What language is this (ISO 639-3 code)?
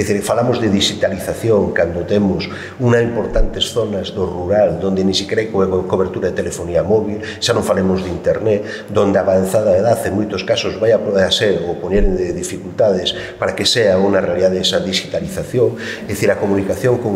glg